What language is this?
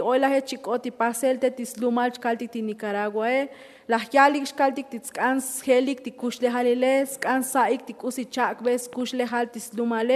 Tzotzil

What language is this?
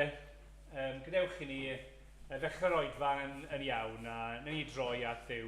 Welsh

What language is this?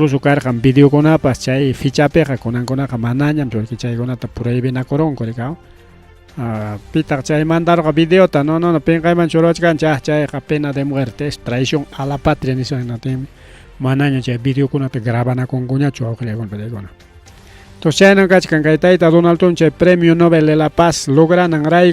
Ayacucho Quechua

